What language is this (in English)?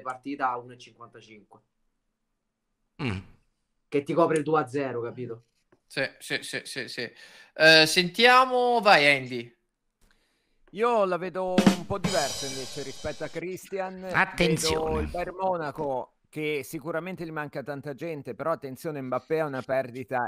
Italian